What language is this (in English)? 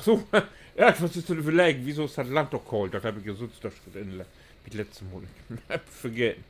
Low German